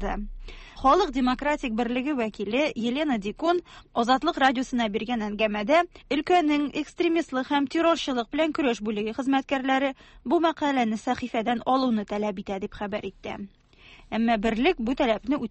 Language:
Tatar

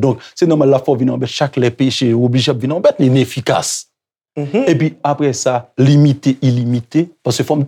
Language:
Haitian Creole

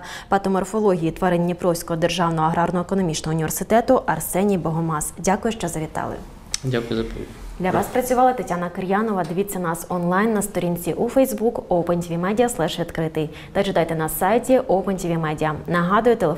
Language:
Ukrainian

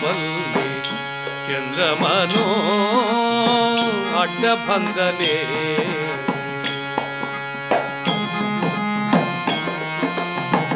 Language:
Kannada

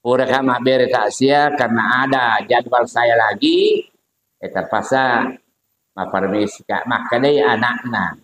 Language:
Buginese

